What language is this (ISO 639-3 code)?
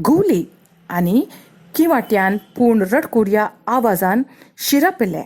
kok